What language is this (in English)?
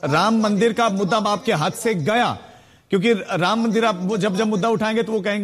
Hindi